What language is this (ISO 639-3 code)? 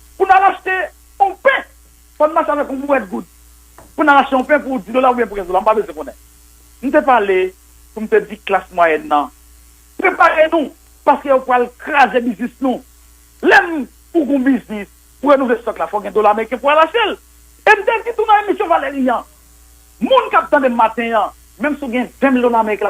hat